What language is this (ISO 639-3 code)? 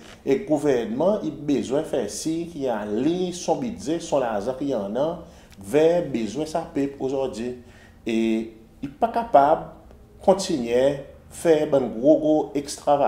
crs